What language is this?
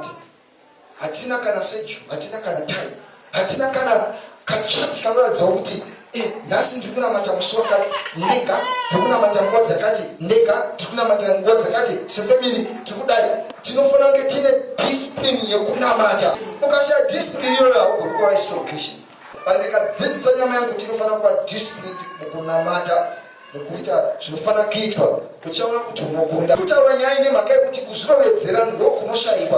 Shona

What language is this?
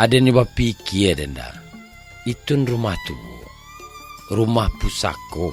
Minangkabau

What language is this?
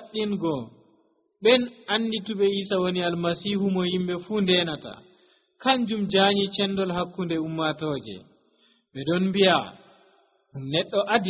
Nigerian Fulfulde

